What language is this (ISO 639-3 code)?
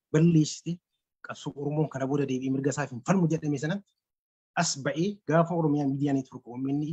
orm